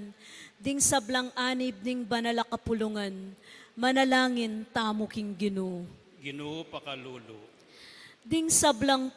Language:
Pampanga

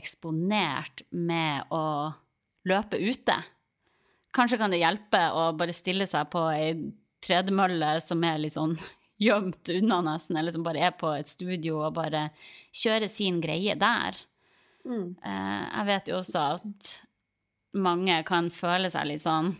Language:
Norwegian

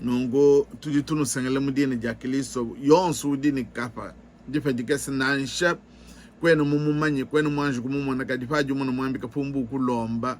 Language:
Luba-Lulua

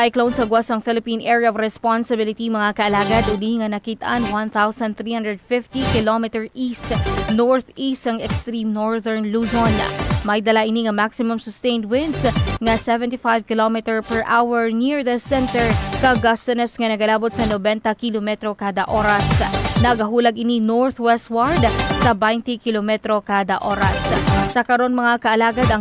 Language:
Hiligaynon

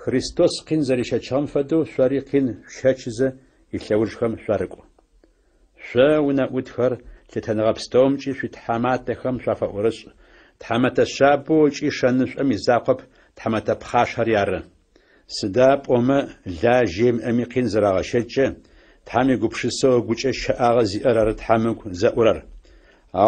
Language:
Adyghe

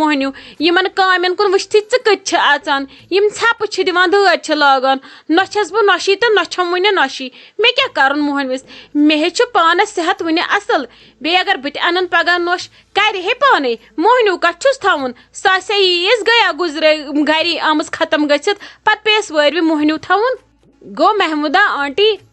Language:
Kashmiri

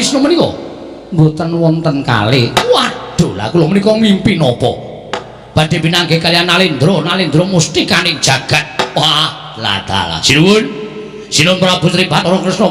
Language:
Javanese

